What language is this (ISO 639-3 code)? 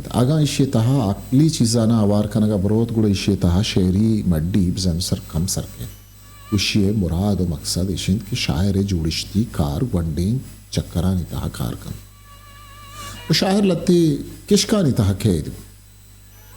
bgp